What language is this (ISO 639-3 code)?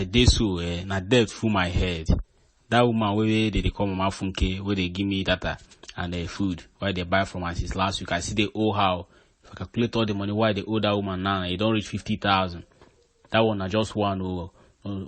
pcm